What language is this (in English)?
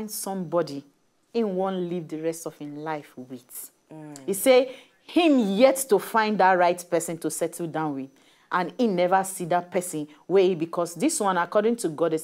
Nigerian Pidgin